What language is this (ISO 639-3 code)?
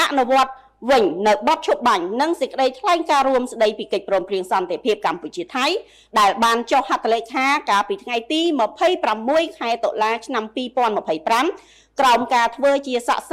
khm